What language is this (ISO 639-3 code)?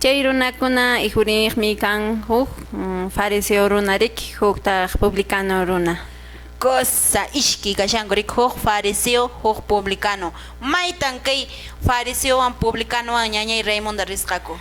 que